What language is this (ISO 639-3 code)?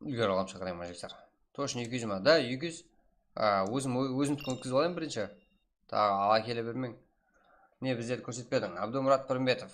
kaa